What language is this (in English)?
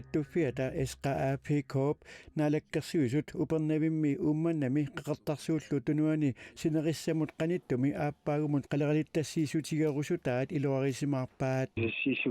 Kalaallisut